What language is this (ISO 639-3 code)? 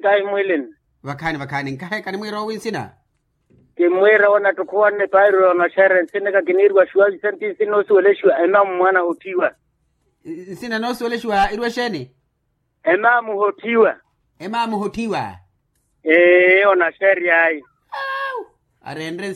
vmw